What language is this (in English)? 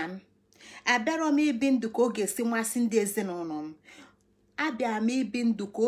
Igbo